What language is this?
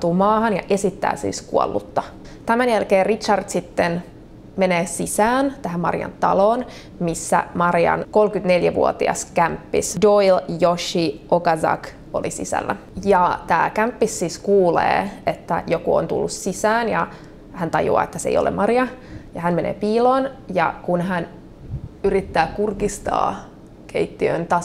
Finnish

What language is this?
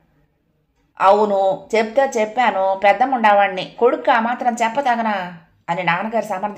Telugu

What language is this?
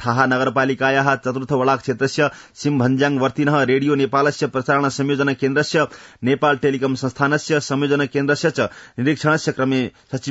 Sanskrit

